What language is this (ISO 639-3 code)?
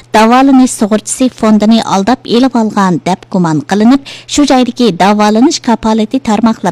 uig